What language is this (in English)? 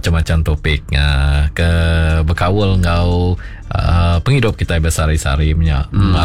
Iban